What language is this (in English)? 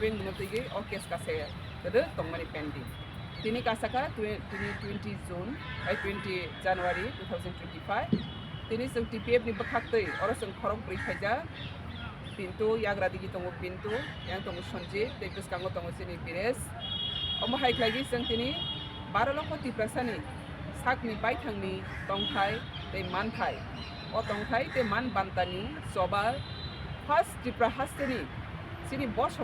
Kok Borok